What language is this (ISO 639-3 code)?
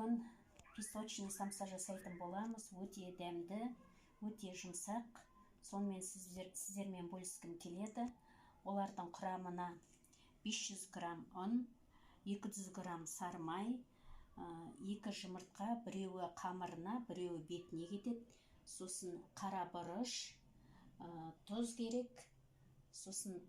kaz